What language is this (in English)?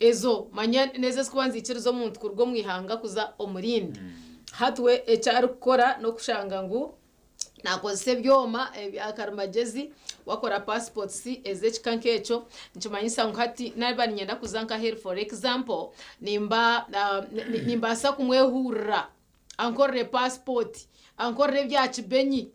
Nyankole